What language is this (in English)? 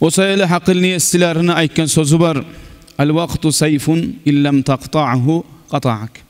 Kumyk